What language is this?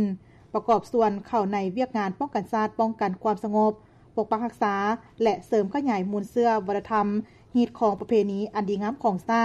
Lao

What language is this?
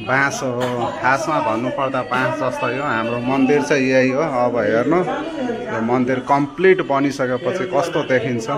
Nepali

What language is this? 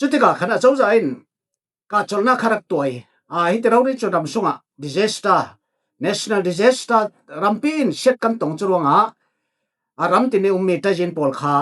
Falam Chin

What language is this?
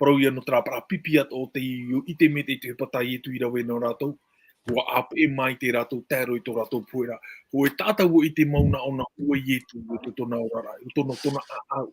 Tahitian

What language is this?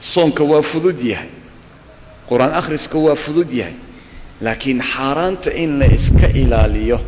Somali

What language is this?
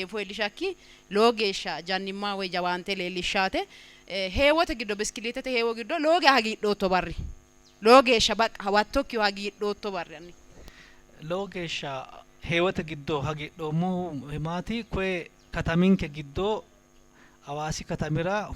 Sidamo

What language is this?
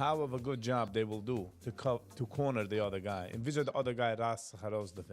Yiddish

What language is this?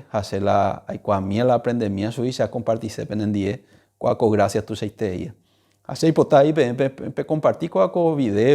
Guarani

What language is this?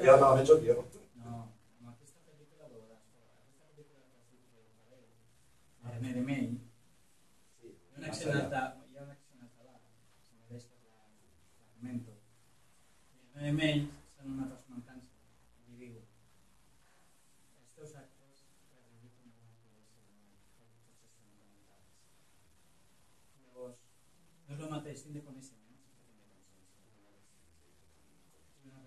Catalan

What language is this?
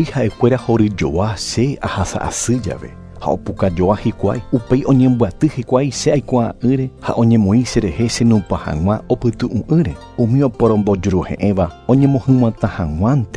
Guarani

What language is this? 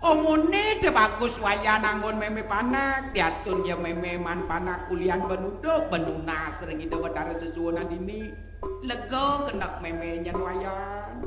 Balinese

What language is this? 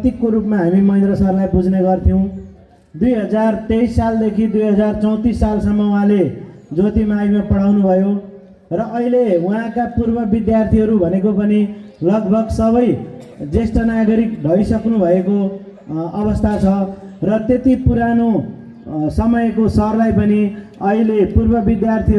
Nepali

